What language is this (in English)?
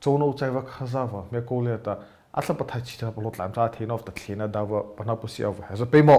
Mara Chin